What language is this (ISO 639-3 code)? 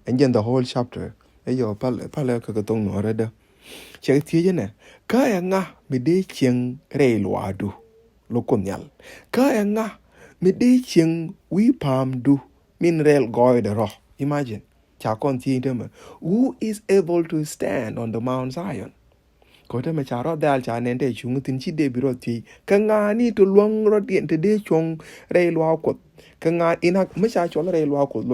nus